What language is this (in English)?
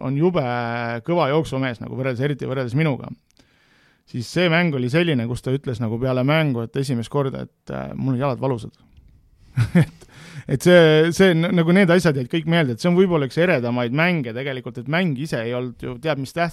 Estonian